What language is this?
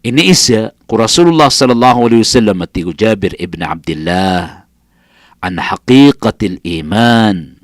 Maranao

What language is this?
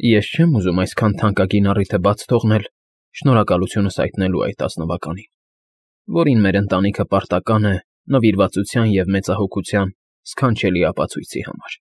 Armenian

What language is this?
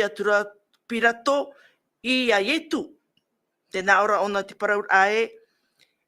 Tahitian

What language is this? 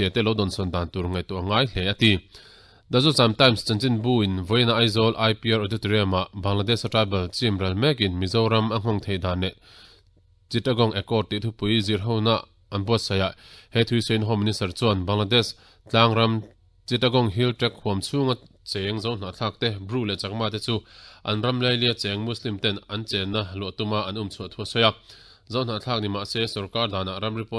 Mizo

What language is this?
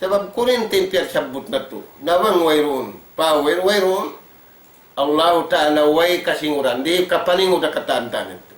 Tausug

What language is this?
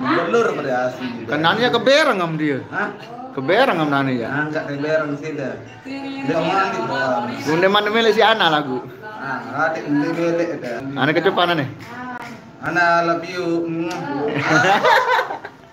Sasak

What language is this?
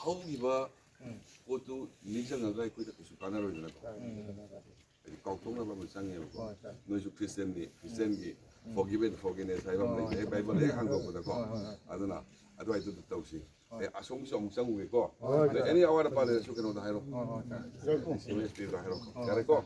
Manipuri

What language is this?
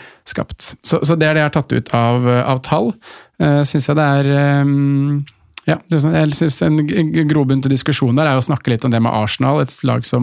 Norwegian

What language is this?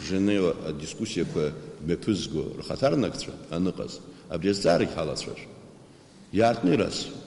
Abkhazian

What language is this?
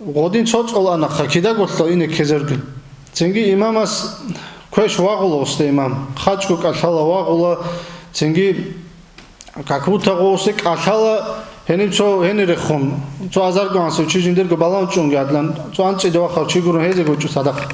Avaric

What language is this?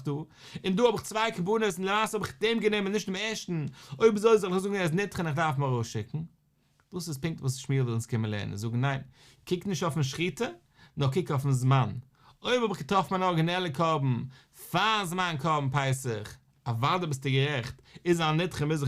Yiddish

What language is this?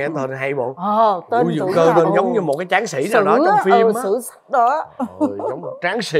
Vietnamese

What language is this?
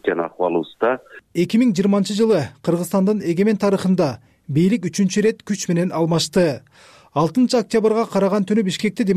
Kyrgyz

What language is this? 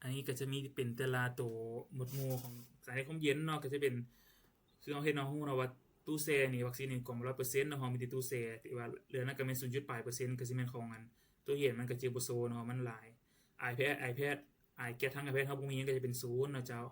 Lao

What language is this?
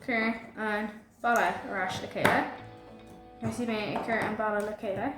Irish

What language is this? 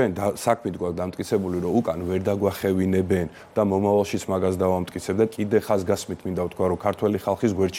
Georgian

